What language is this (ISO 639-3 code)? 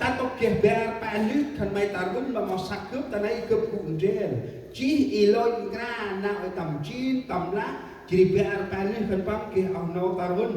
cmo